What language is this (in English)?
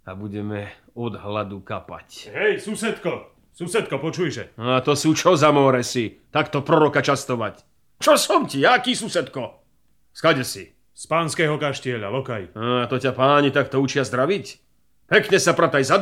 Slovak